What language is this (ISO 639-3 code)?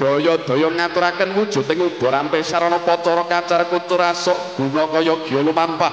jav